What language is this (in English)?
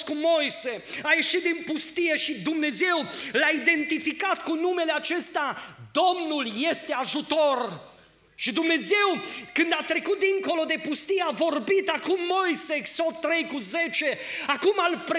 Romanian